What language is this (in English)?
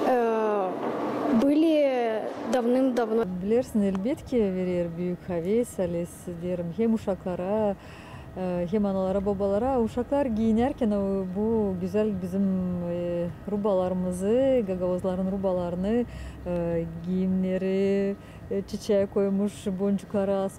Gagauz